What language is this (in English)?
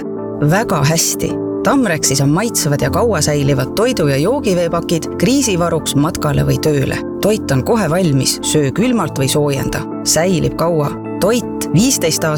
Estonian